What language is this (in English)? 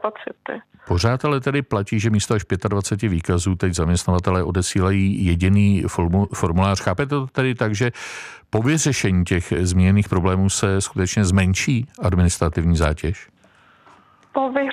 Czech